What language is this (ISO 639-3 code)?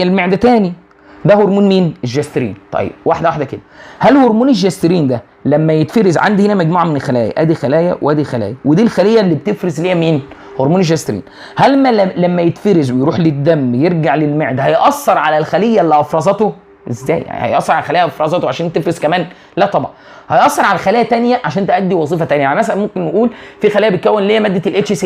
arz